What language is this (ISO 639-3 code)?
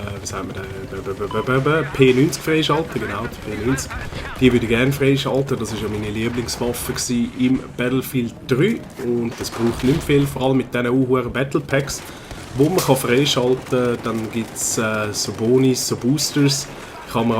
gsw